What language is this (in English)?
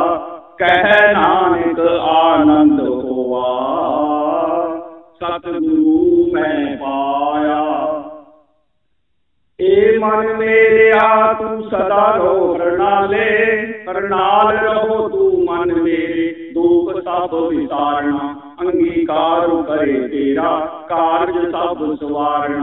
Punjabi